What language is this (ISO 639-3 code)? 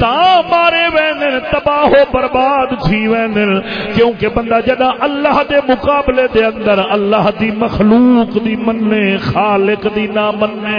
skr